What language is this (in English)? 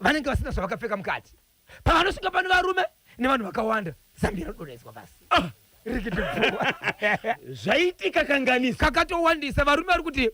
Shona